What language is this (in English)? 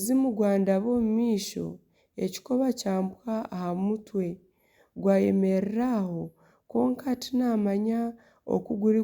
Nyankole